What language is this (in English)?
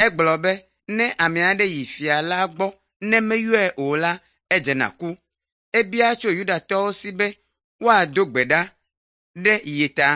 Ewe